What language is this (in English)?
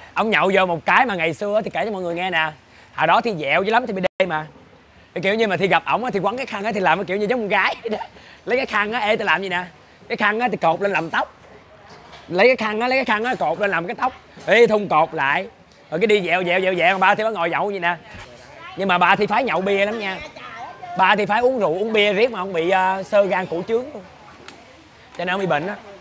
Vietnamese